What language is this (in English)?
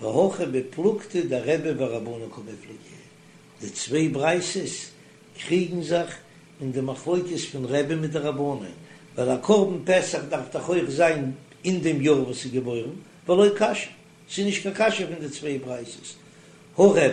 Yiddish